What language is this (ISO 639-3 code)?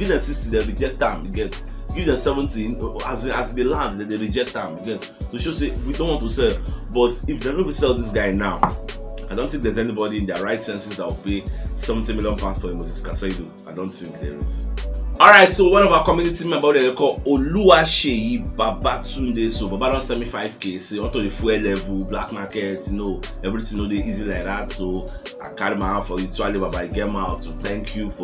pcm